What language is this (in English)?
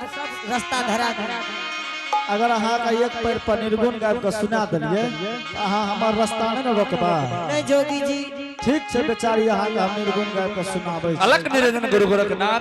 Angika